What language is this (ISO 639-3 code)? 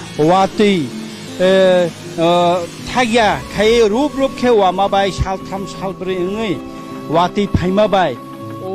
trp